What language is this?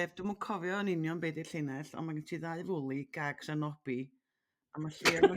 Welsh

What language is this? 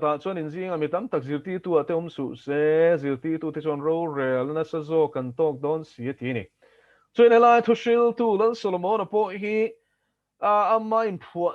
Mizo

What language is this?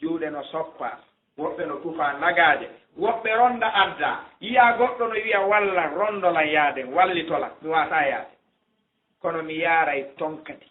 Fula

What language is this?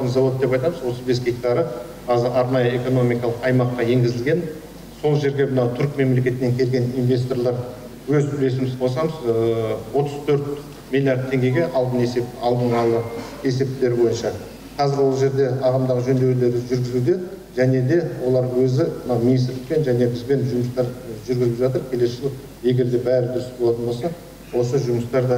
Kazakh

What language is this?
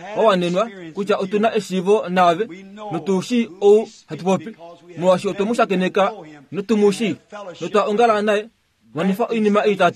Kuanyama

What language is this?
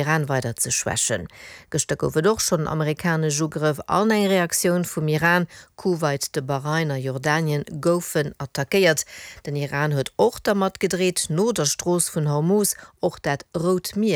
Luxembourgish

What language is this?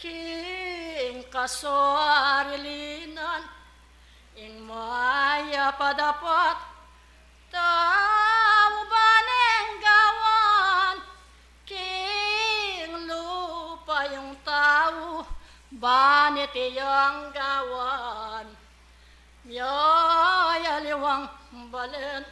Pampanga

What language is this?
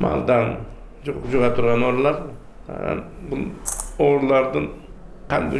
Kyrgyz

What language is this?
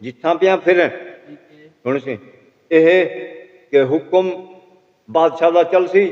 Saraiki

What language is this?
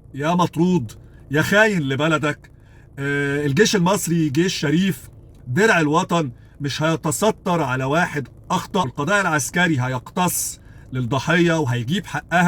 Egyptian Arabic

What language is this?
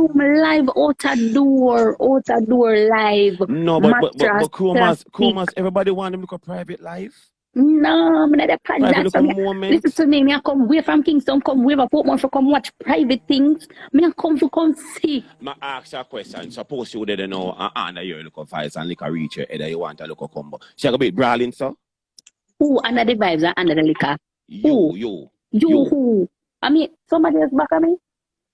Jamaican Creole English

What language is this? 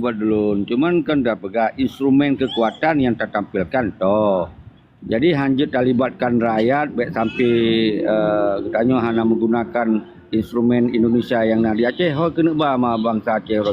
Achinese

